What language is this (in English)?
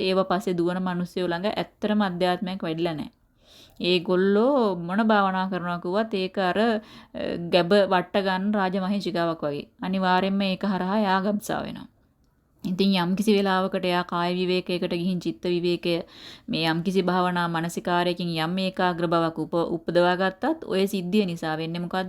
Sinhala